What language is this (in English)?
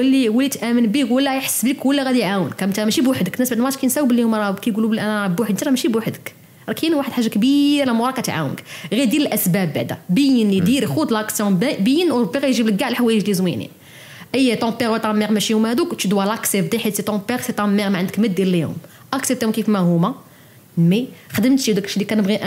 Moroccan Arabic